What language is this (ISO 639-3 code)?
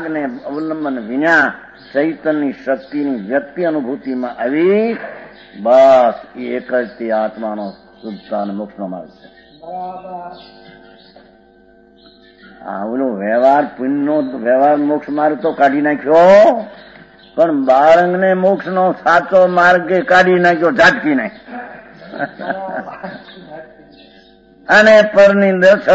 guj